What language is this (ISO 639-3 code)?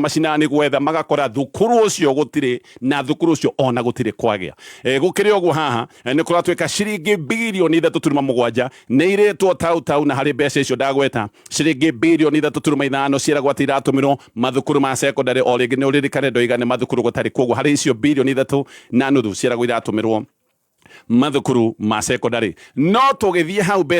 kik